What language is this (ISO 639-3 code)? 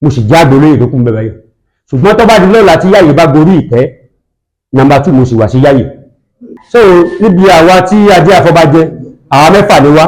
yor